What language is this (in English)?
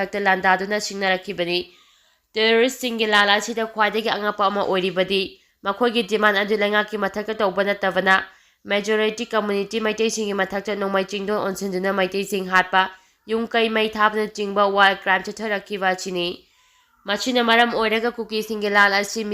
Manipuri